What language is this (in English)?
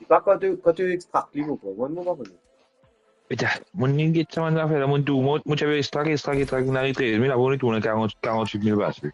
Morisyen